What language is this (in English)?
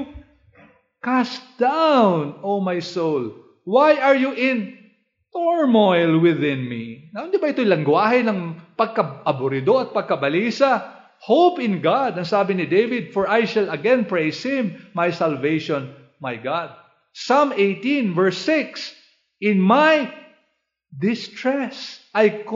Filipino